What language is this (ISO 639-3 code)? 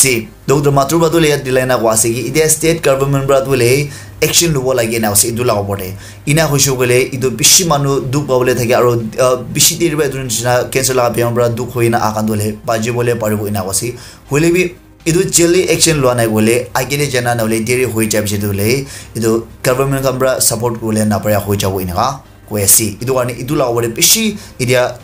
nag